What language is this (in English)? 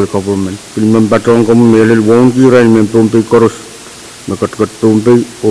Pohnpeian